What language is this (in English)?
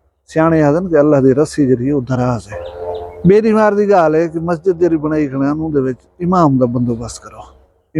Saraiki